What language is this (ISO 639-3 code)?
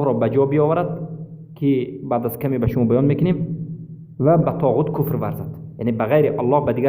fas